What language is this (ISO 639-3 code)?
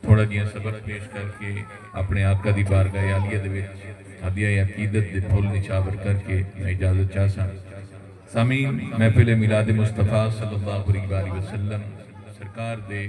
skr